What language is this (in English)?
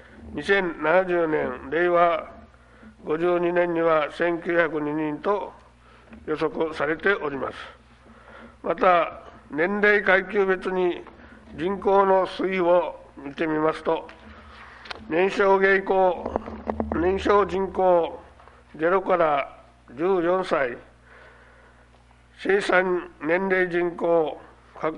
Japanese